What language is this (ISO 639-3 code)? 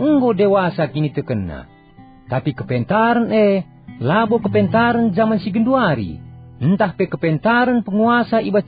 btx